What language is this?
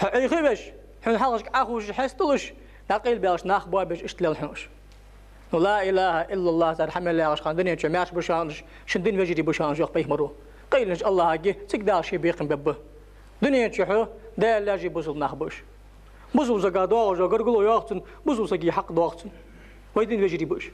Ingush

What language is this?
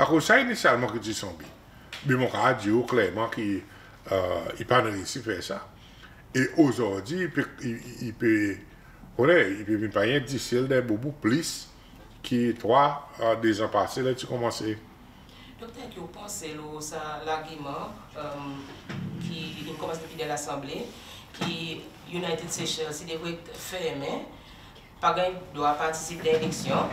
Seselwa Creole French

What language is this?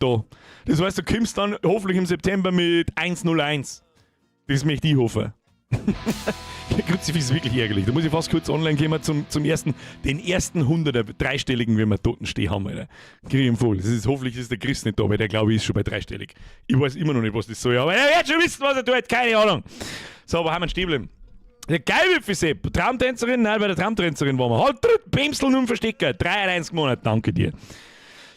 Bavarian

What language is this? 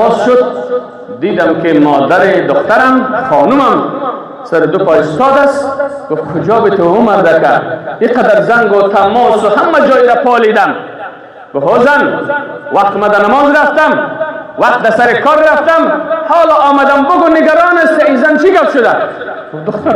Persian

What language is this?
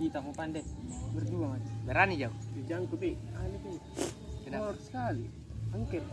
Makassar Malay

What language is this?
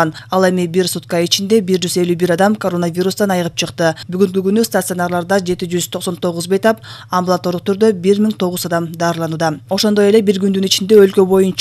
Kyrgyz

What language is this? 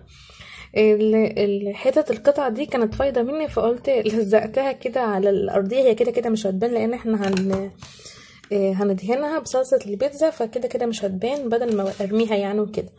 Egyptian Arabic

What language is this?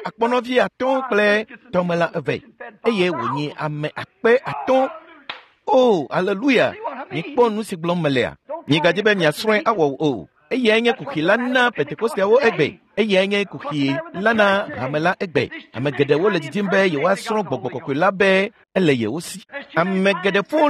Ewe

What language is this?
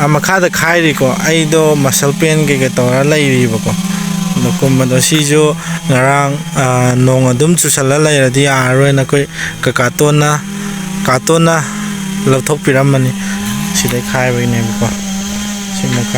Manipuri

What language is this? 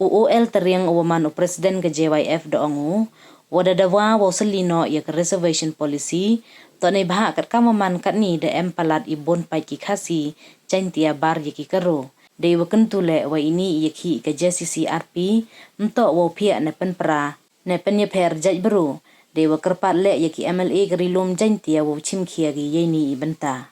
Pnar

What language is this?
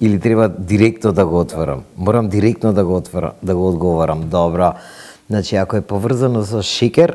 Macedonian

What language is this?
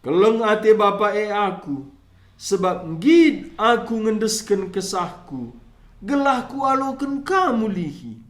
Batak Karo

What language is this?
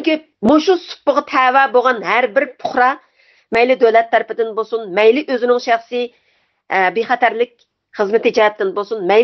Uyghur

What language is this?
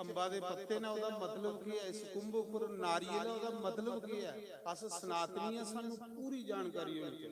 Dogri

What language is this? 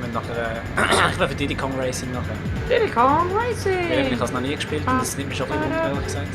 Swiss German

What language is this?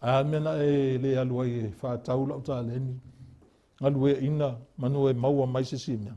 Samoan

